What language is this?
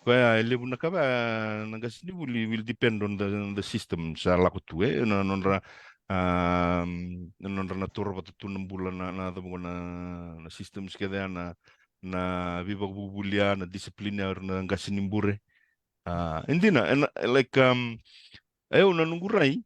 Fijian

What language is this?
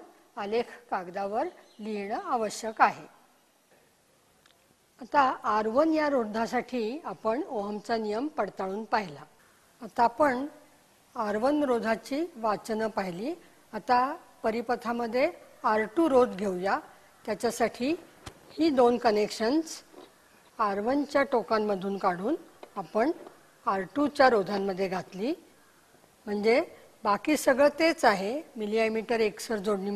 Marathi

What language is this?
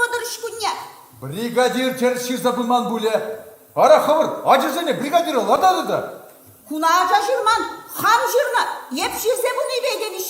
Chuvash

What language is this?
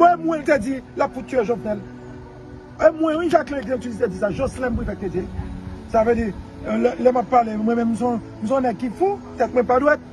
Haitian Creole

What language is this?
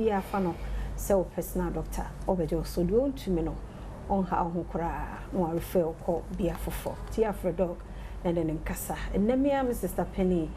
Akan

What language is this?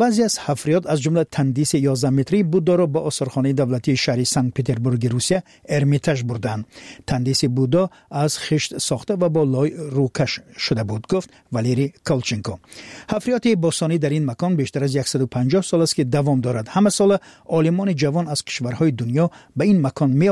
Persian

